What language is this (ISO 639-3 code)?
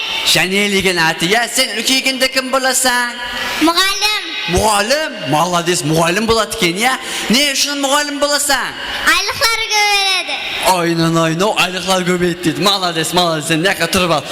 kaa